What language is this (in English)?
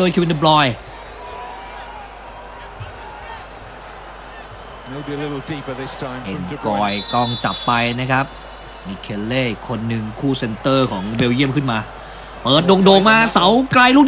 Thai